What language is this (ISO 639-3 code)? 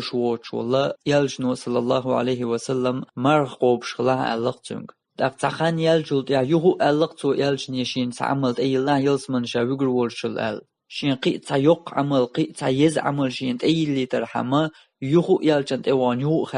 che